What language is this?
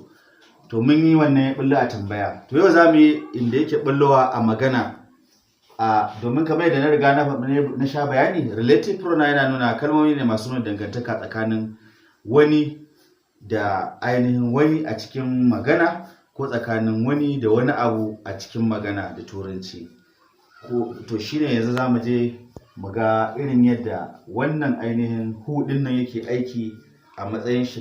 Hausa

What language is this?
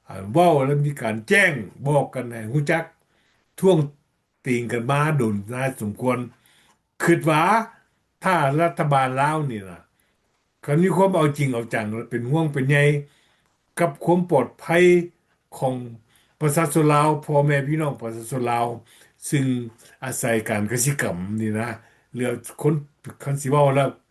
Lao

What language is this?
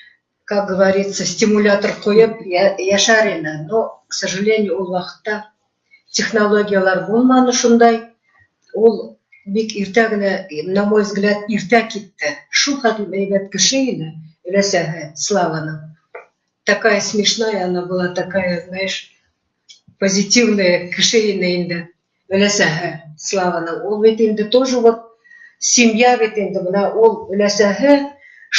Bashkir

